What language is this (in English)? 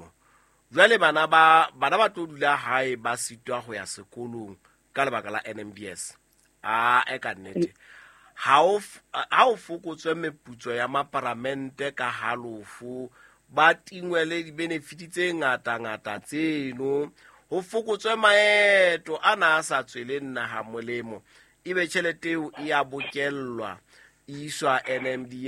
Southern Sotho